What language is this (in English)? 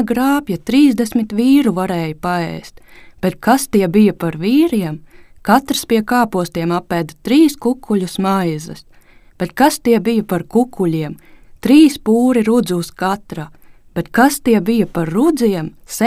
Latvian